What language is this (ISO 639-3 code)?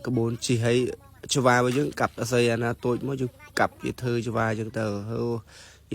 khm